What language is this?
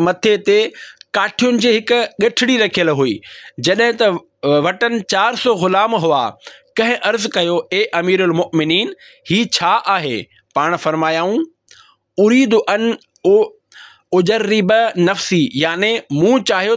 Sindhi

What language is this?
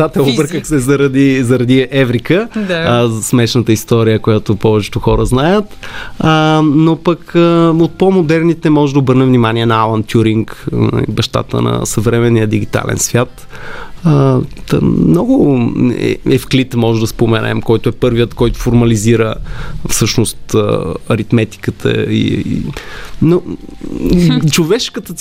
Bulgarian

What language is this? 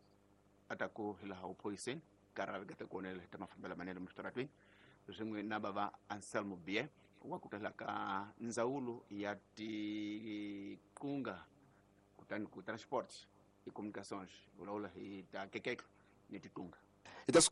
Tsonga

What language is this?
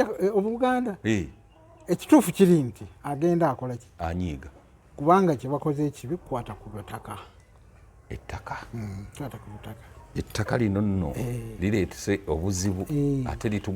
Ganda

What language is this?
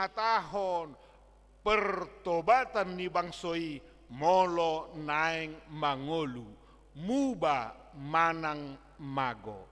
Batak Toba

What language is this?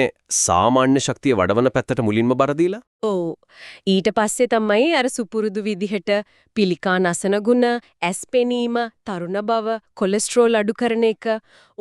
Sinhala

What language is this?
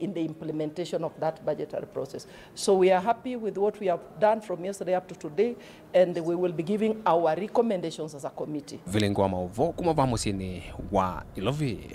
Kamba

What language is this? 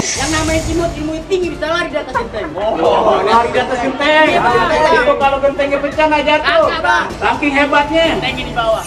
Betawi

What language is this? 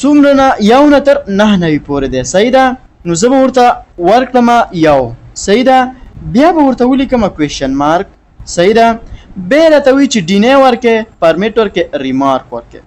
Pashto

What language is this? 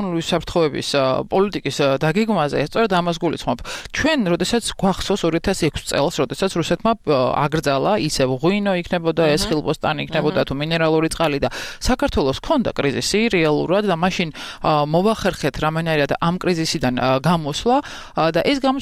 Georgian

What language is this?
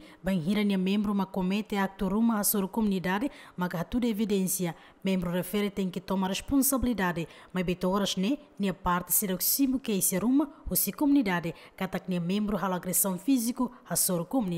Tetum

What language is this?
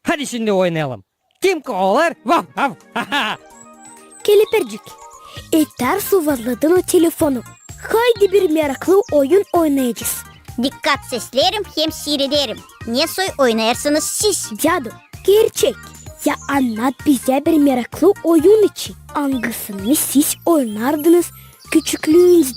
Gagauz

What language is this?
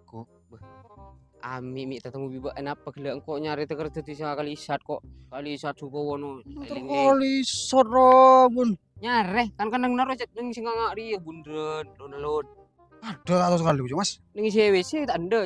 Madurese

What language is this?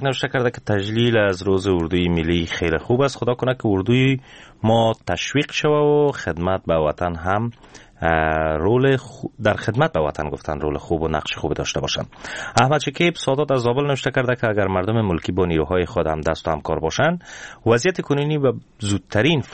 Persian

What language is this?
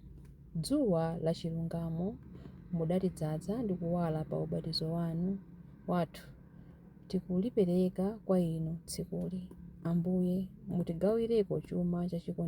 Nyanja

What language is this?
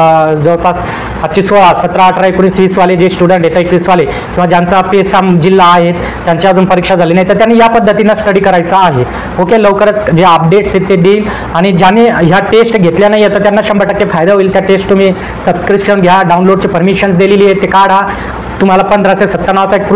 Marathi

